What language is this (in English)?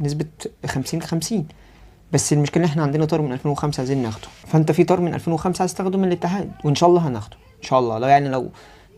Egyptian Arabic